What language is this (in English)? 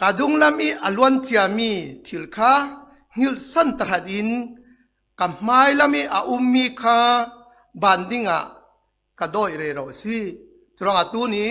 Falam Chin